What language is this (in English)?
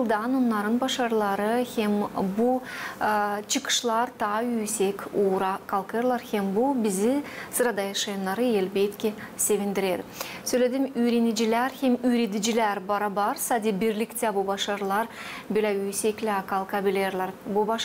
Gagauz